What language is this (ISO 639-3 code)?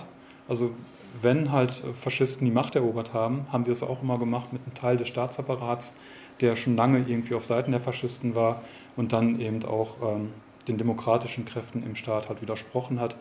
deu